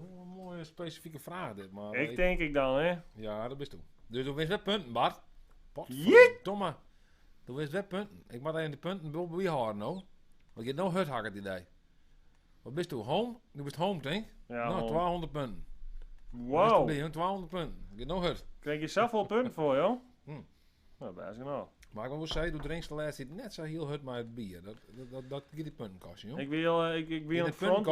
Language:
Western Frisian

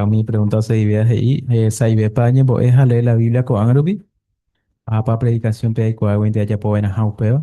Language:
Guarani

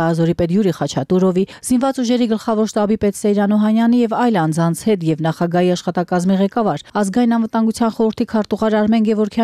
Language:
Armenian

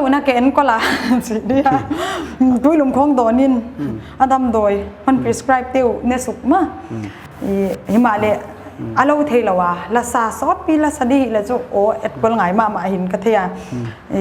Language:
Paite Chin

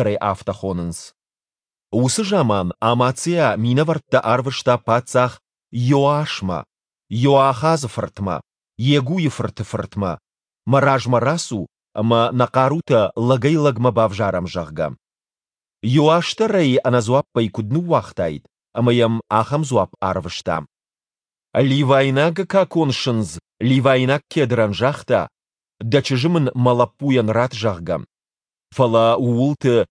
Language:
Ossetic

